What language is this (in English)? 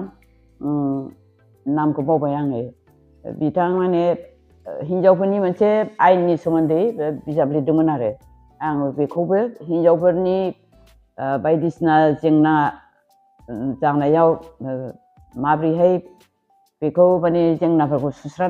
Bodo